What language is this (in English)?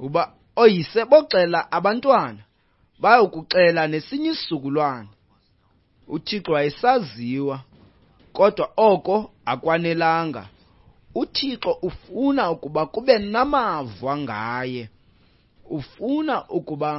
Xhosa